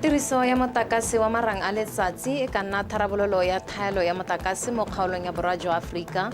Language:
Tswana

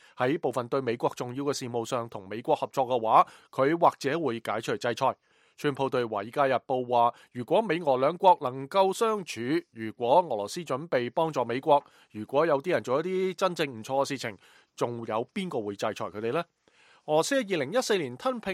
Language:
Cantonese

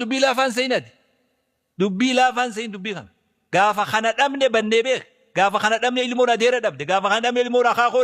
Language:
Oromo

